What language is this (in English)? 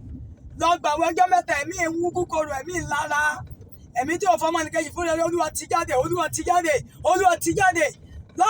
Yoruba